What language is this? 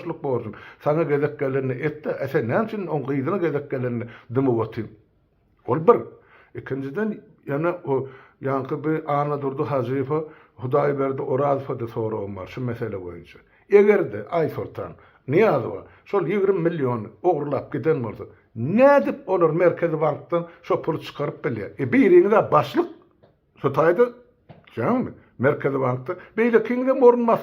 Turkmen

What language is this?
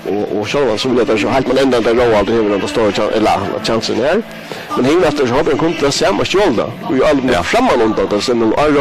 Faroese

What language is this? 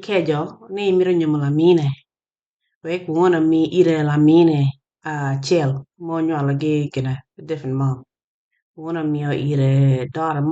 Acoli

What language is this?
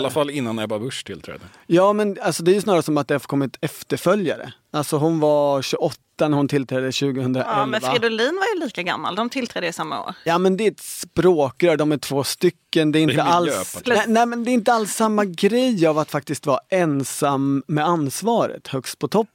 Swedish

